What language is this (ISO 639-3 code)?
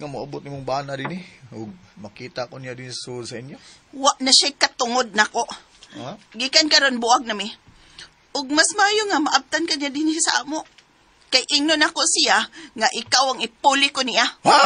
ceb